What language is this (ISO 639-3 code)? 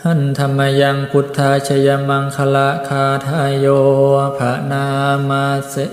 pli